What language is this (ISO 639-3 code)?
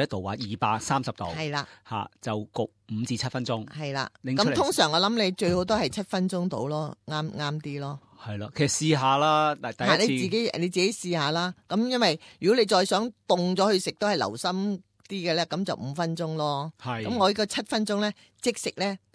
yue